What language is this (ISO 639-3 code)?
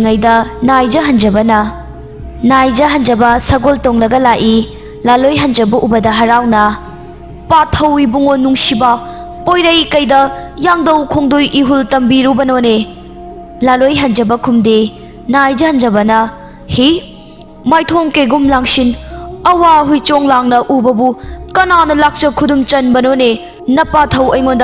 mni